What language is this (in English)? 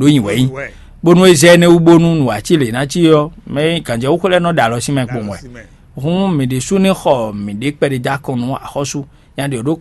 Fon